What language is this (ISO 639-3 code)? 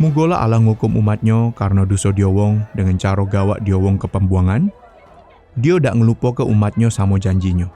mui